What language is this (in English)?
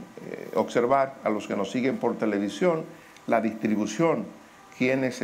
Spanish